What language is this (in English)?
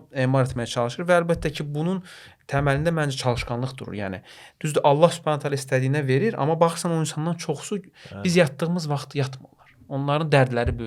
Azerbaijani